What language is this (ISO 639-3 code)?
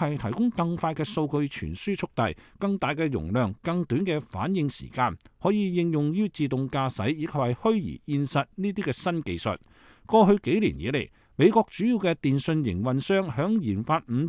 yue